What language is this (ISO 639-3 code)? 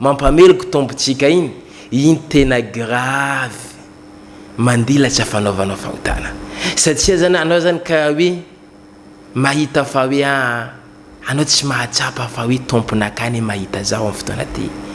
mlg